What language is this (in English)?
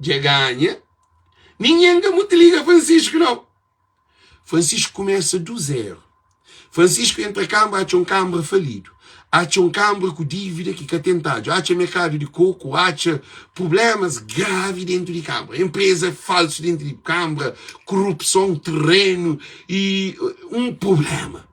Kabuverdianu